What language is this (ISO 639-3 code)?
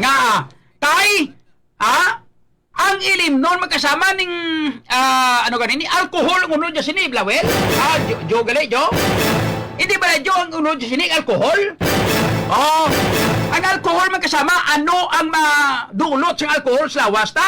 hil